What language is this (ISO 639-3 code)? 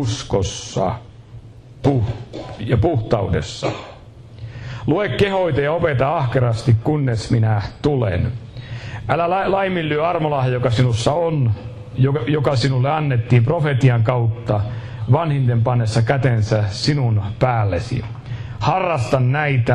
fin